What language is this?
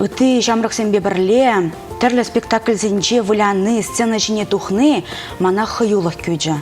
Chuvash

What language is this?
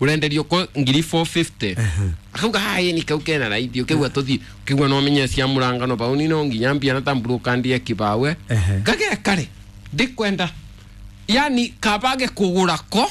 Kikuyu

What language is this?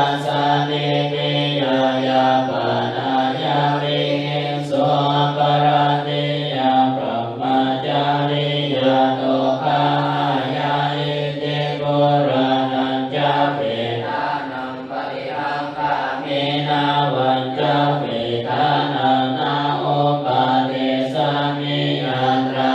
Pali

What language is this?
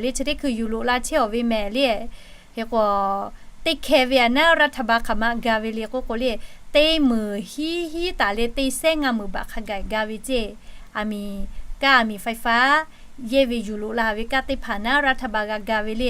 Lahu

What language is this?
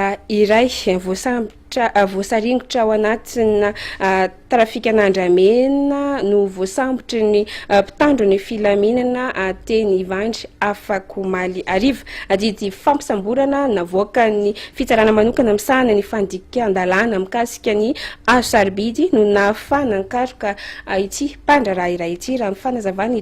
Malagasy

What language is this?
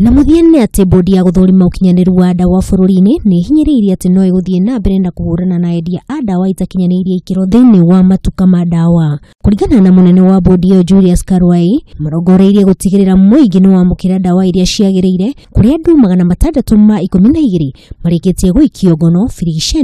Kikuyu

